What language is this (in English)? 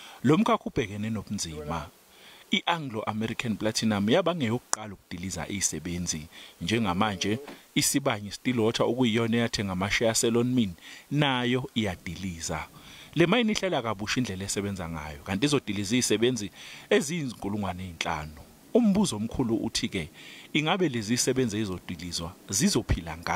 Zulu